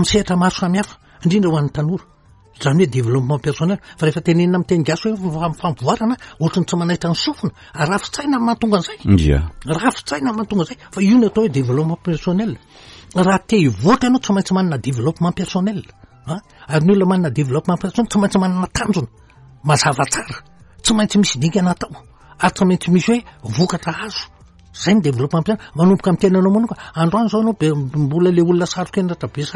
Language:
Malagasy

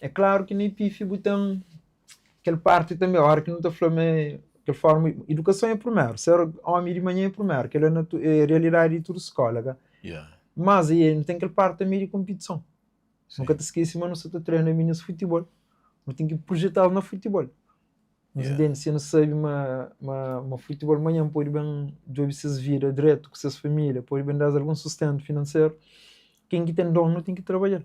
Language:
Kabuverdianu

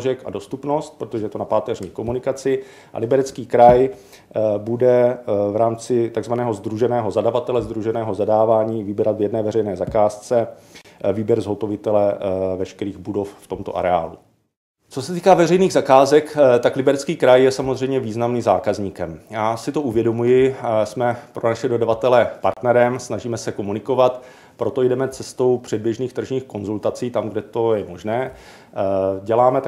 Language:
Czech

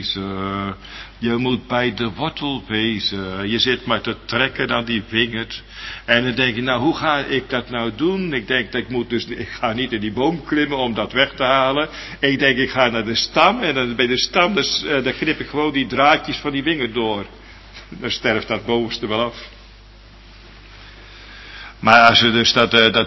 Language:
Dutch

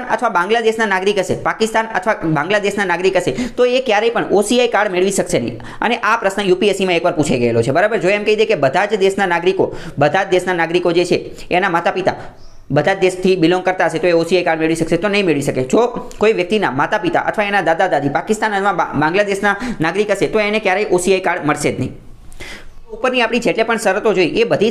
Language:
Gujarati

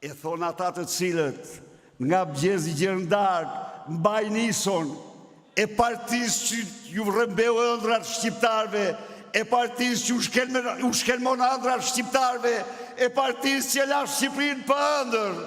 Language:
Albanian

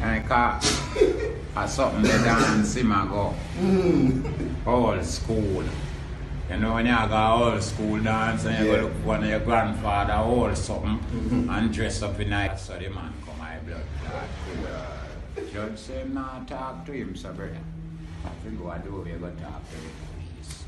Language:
Jamaican Creole English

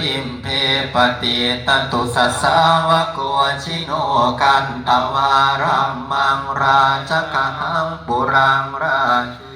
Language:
Pali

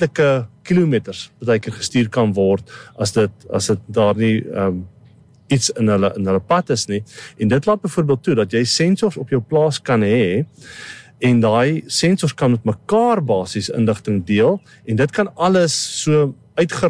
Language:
Afrikaans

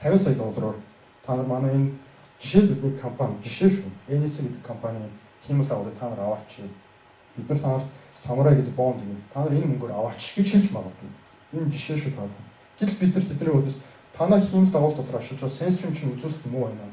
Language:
Mongolian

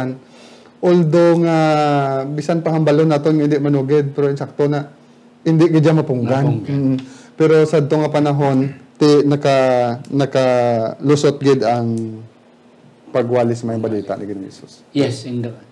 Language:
Hiligaynon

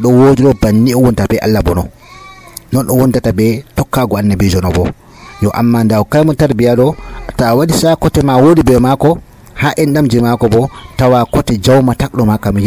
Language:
Nigerian Fulfulde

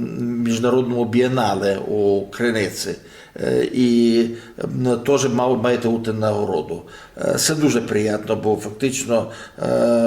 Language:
Rusyn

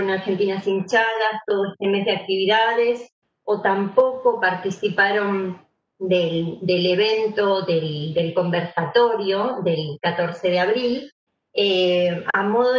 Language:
Spanish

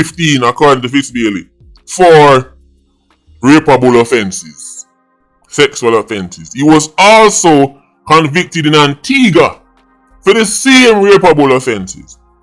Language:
Jamaican Creole English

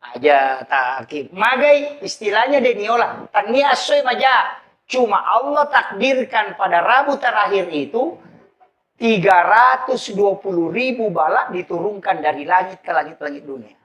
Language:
Buginese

